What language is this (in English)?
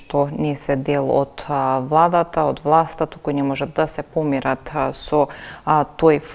Macedonian